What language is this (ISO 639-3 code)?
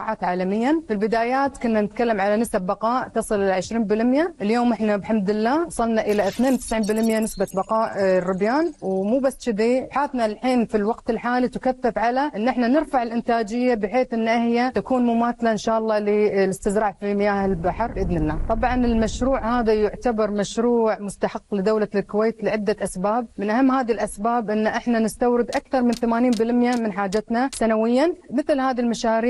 afb